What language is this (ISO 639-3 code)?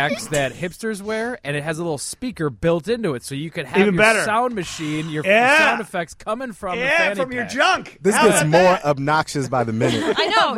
eng